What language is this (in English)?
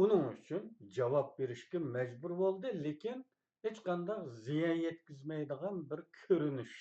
Uyghur